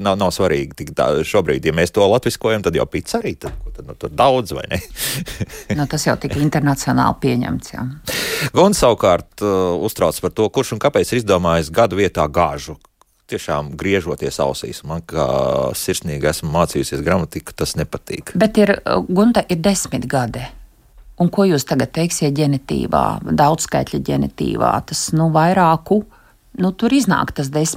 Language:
Latvian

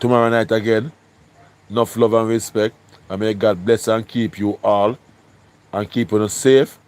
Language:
Jamaican Creole English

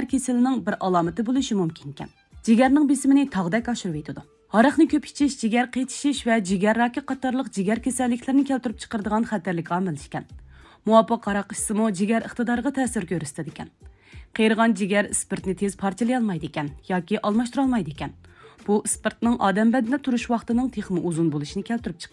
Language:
Uyghur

